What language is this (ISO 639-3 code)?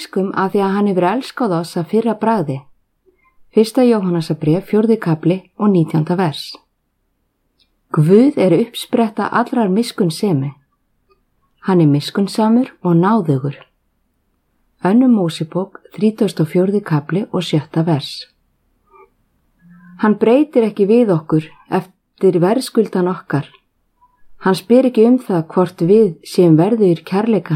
isl